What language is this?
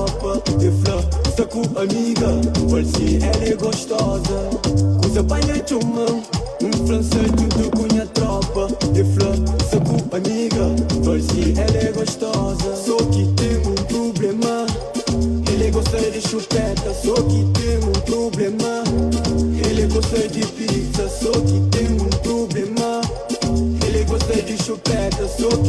Kabuverdianu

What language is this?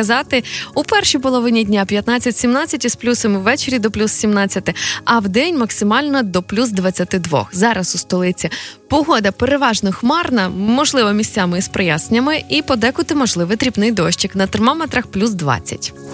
Ukrainian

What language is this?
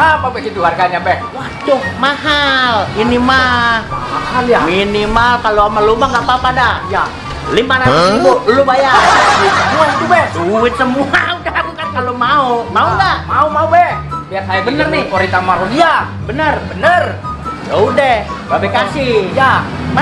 Betawi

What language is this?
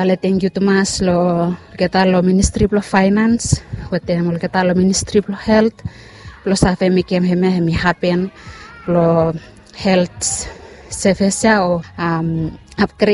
Bislama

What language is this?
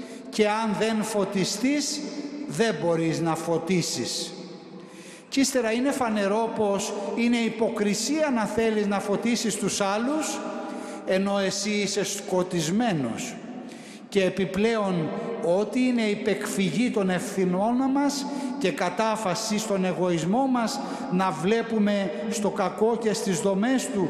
Greek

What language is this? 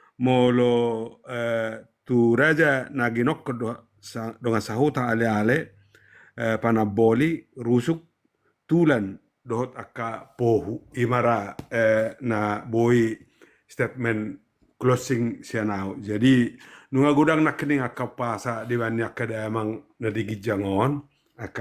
Batak Toba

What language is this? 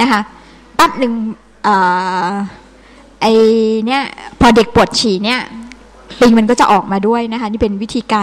Thai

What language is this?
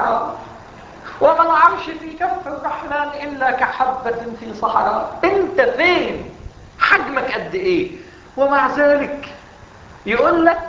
Egyptian Arabic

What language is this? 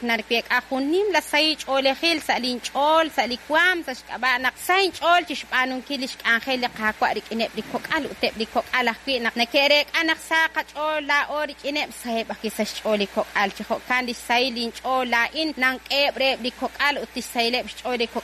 Kekchí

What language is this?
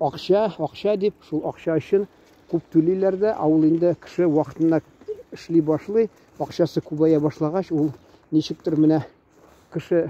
Tatar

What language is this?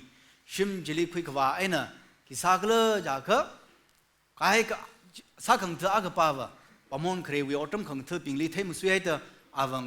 Tangkhul Naga (India)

